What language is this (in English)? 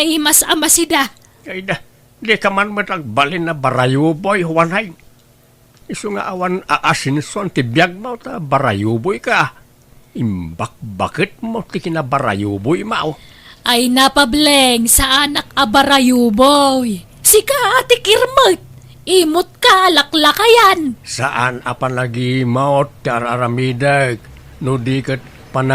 Iloko